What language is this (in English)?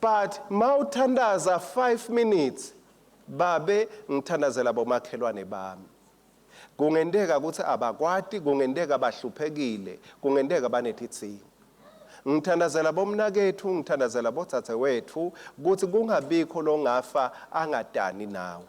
Swati